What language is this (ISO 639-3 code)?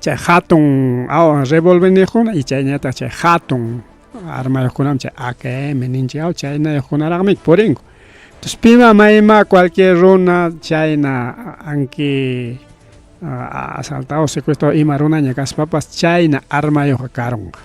quy